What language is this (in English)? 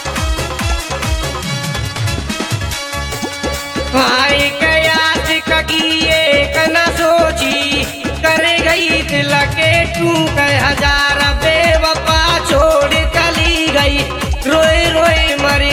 Bhojpuri